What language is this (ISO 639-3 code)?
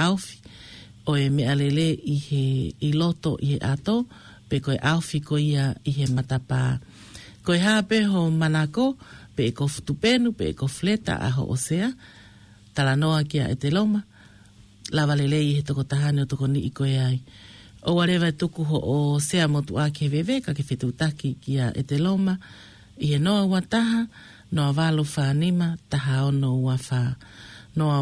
ton